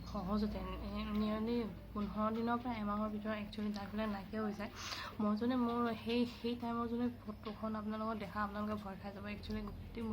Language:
Assamese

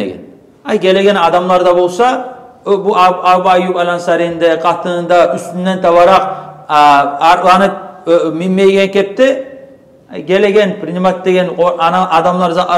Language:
Kumyk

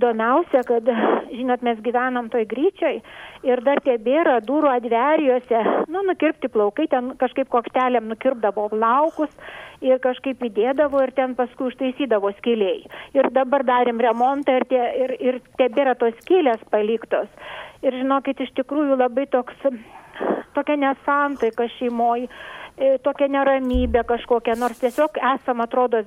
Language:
Lithuanian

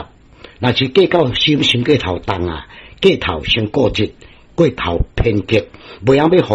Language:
Min Nan Chinese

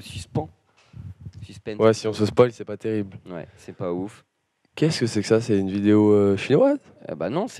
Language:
French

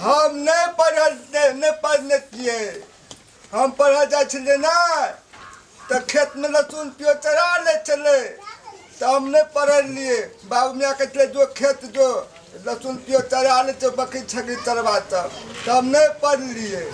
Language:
Maithili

